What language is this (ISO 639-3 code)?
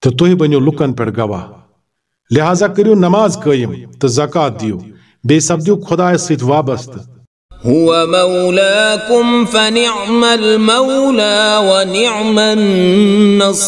kas